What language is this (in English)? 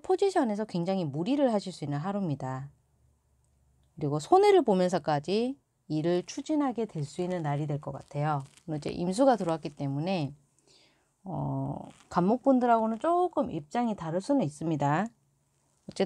Korean